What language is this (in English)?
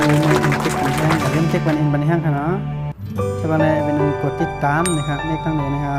Shan